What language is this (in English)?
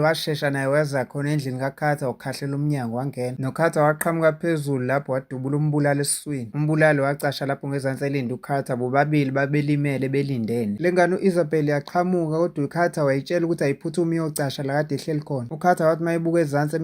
Zulu